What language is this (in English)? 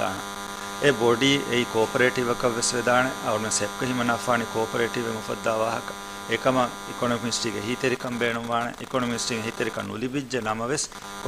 Divehi